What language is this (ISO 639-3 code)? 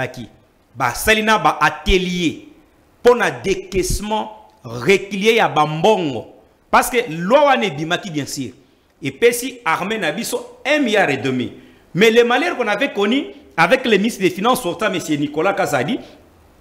fra